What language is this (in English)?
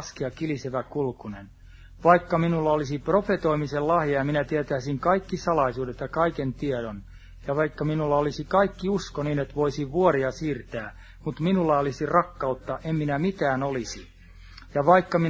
Finnish